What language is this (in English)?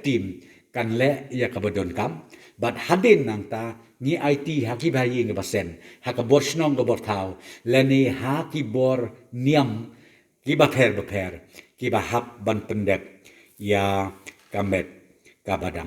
Khasi